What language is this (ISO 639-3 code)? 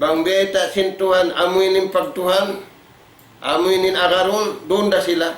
tsg